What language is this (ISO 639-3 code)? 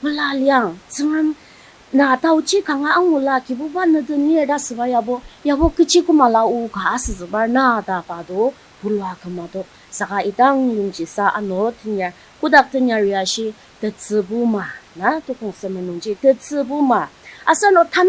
njo